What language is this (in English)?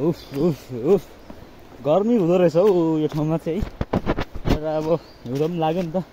Nepali